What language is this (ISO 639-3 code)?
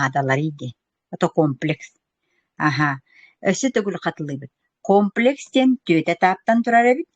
sah